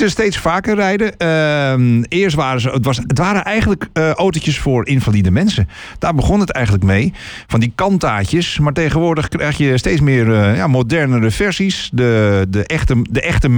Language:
Dutch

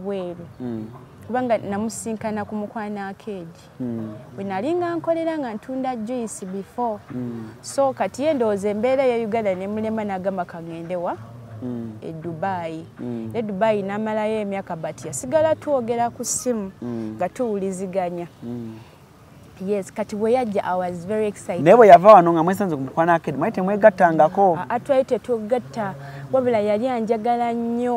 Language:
Ganda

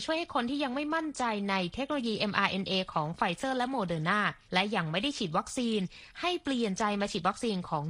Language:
Thai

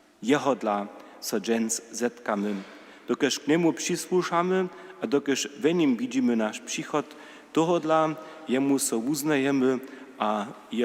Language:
Upper Sorbian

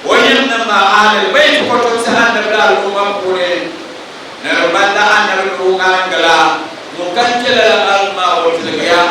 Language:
Dagbani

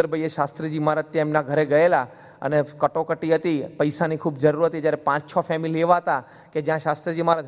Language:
Gujarati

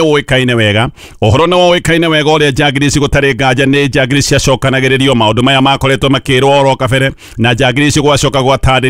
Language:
Kikuyu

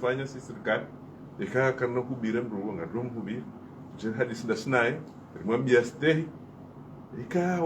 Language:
Ngazidja Comorian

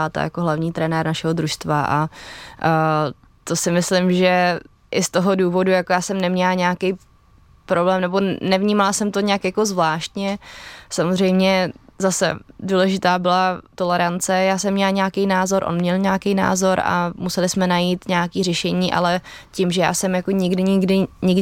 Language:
Czech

